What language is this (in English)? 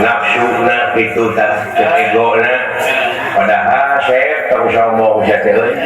Sundanese